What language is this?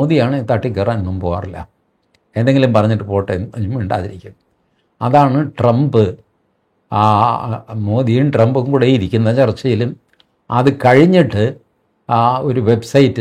Malayalam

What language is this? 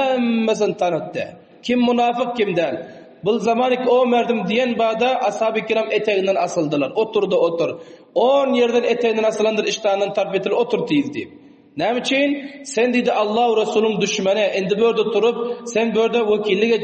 Turkmen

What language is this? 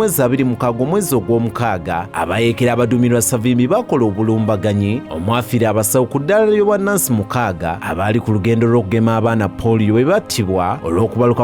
Ganda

